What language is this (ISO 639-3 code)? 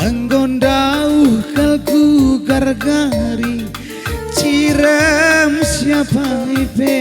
btx